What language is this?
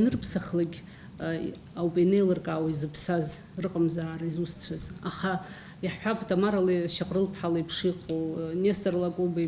Abkhazian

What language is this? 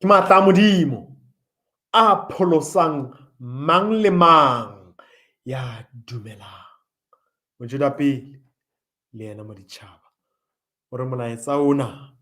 Southern Sotho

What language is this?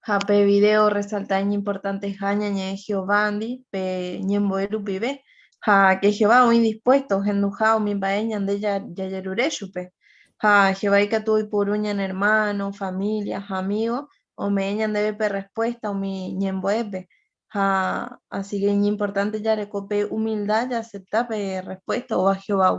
Guarani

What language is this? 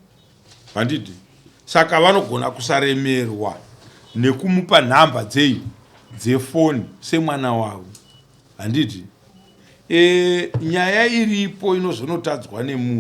Shona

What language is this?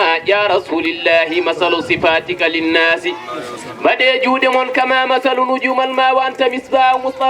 Fula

